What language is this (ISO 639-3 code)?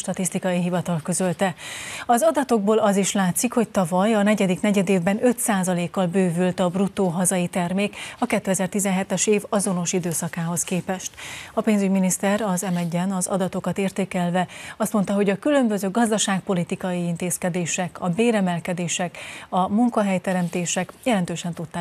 hun